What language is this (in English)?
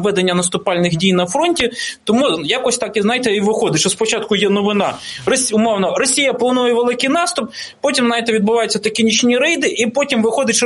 Ukrainian